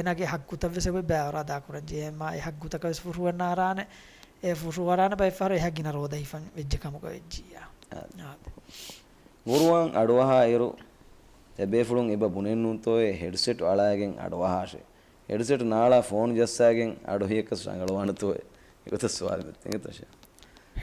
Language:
Divehi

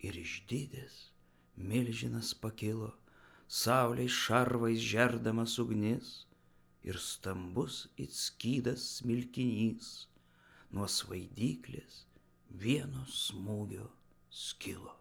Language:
Lithuanian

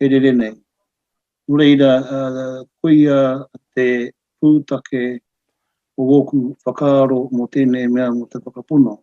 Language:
Māori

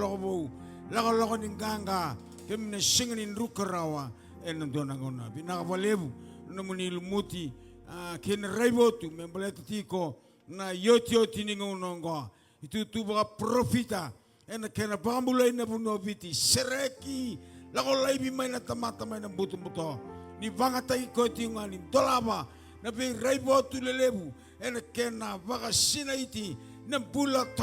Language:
Fijian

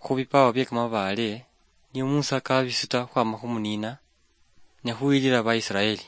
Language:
Luyia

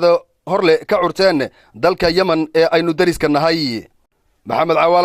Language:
Somali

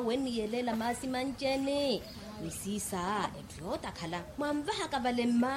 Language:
Makhuwa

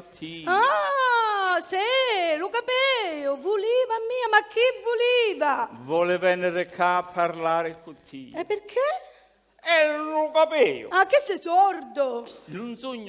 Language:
Sicilian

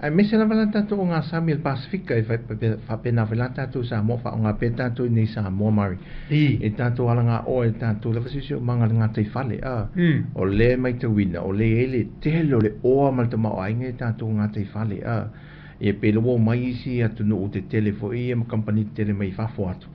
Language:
Samoan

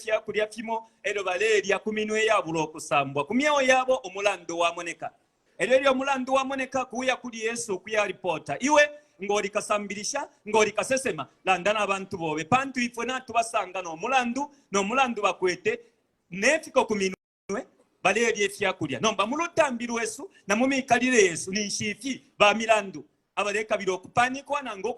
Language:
Bemba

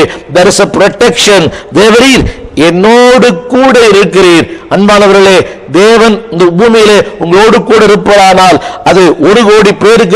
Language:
Tamil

